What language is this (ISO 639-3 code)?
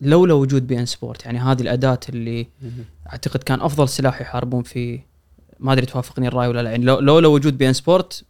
afb